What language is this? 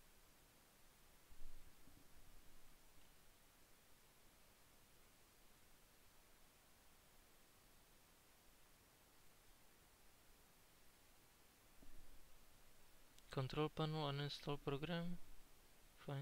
English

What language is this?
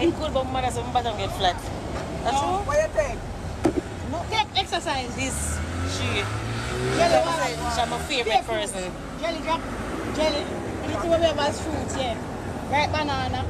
Jamaican Creole English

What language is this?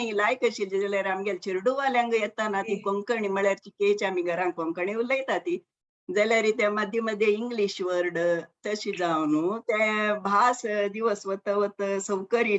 Konkani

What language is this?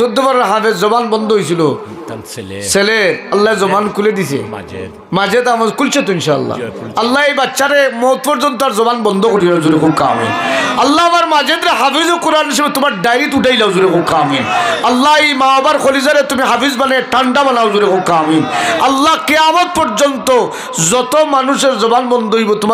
Sylheti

